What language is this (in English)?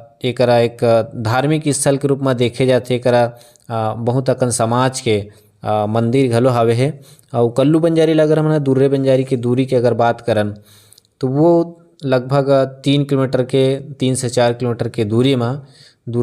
Chhattisgarhi